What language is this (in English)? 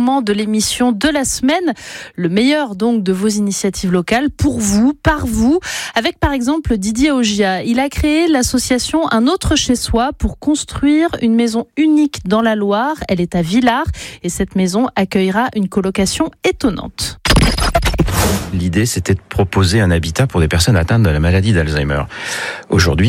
French